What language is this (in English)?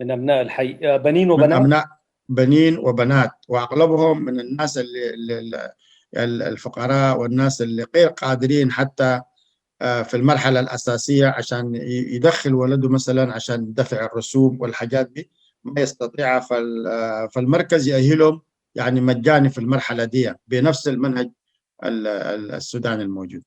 Sudanese Arabic